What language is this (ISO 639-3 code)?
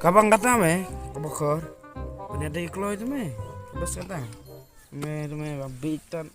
kha